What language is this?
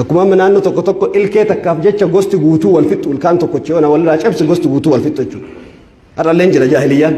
Oromo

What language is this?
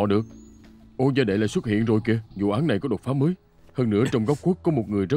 Vietnamese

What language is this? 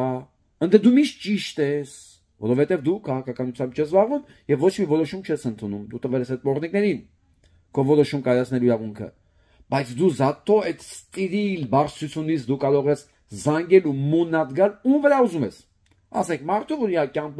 Armenian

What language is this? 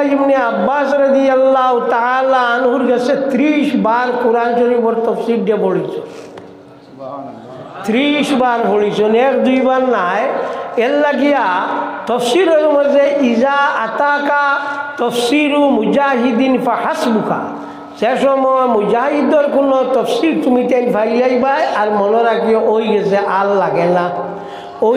Sylheti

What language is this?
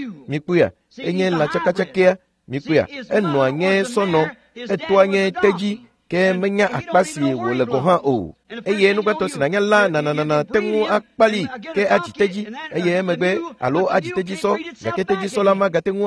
Ewe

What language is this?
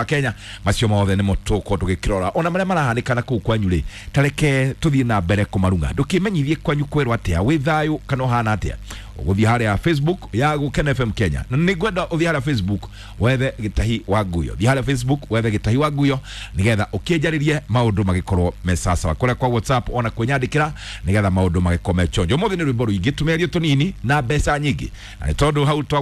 Kikuyu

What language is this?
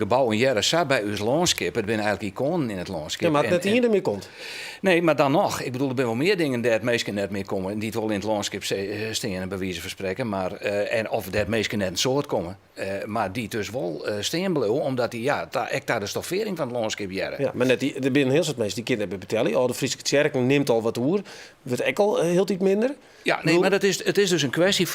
Western Frisian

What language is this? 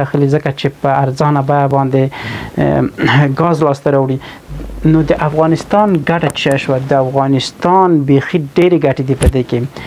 Pashto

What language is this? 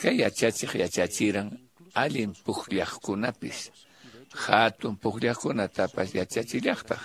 Quechua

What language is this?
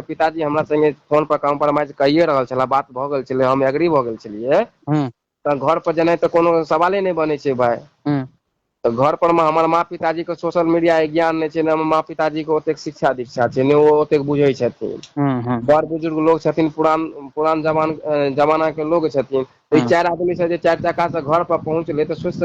Maithili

